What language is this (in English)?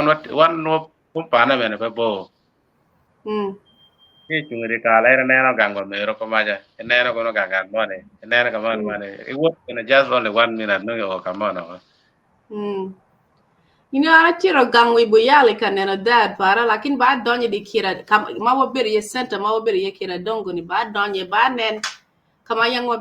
Acoli